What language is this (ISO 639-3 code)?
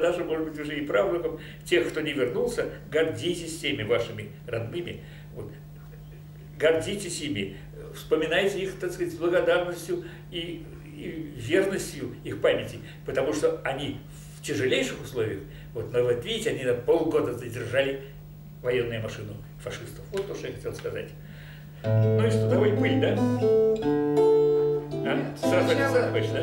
rus